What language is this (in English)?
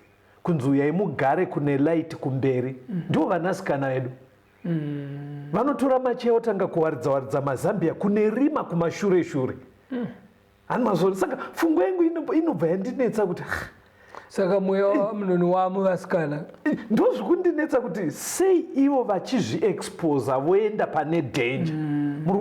Shona